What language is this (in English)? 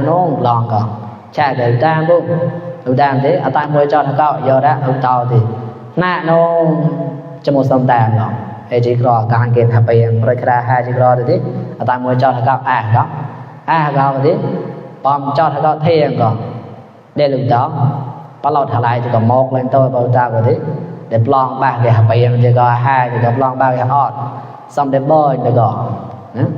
Mon